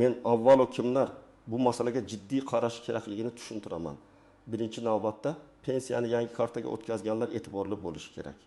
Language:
Uzbek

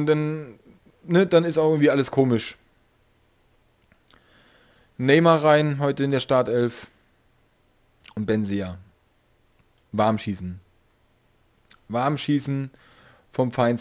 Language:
German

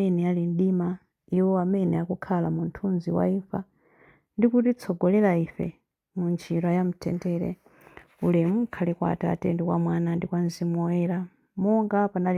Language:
Nyanja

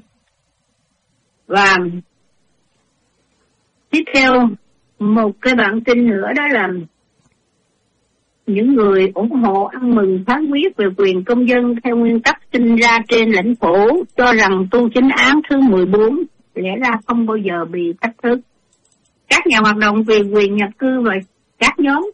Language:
Vietnamese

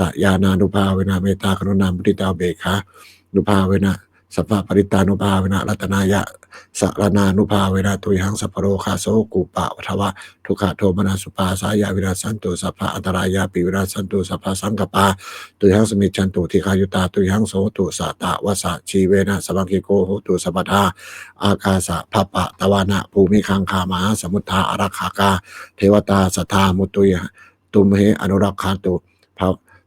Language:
Pali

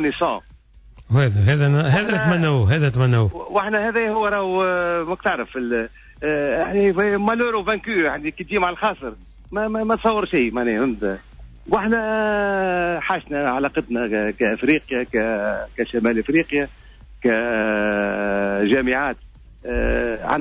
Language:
Tunisian Arabic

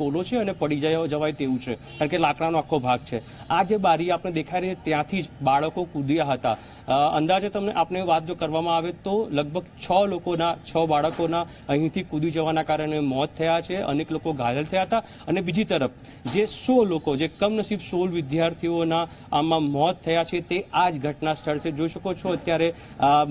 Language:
Gujarati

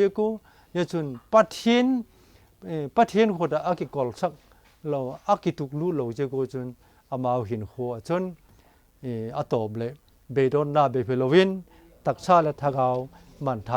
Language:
Vaiphei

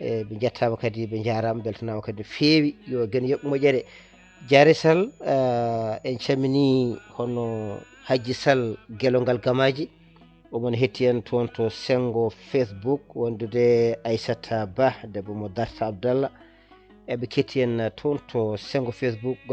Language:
Fula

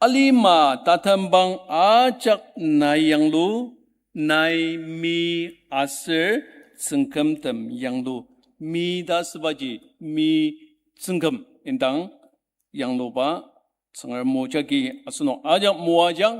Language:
Ao Naga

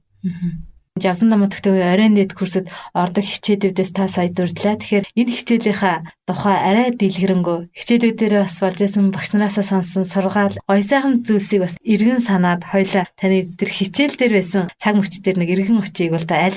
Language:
Mongolian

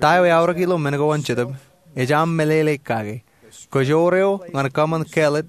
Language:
Marshallese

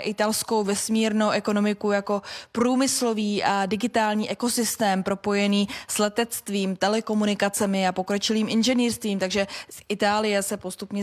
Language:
Czech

